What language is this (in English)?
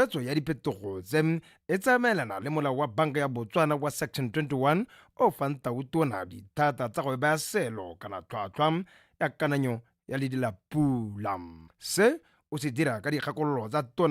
Tswana